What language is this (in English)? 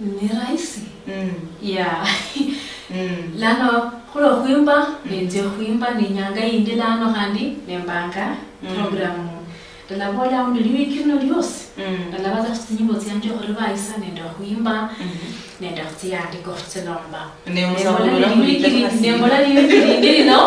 Luyia